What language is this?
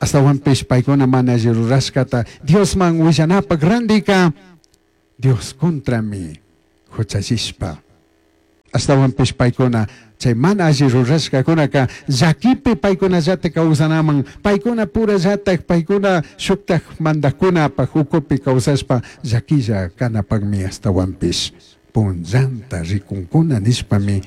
Chimborazo Highland Quichua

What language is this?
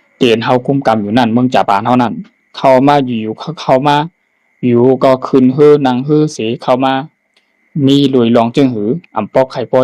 Shan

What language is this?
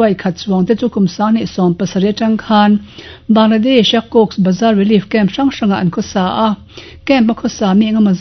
Mizo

